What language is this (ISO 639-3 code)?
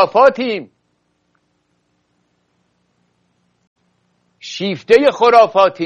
fas